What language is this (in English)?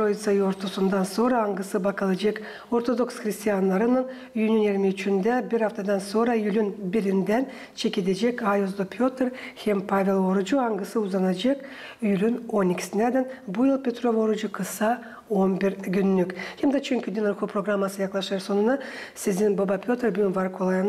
Gagauz